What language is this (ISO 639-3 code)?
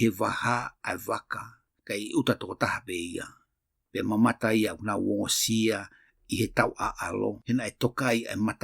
ton